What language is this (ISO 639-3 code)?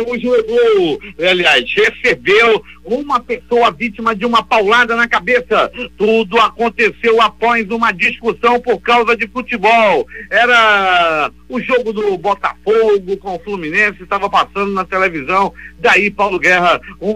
por